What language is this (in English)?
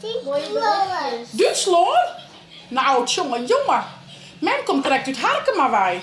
Western Frisian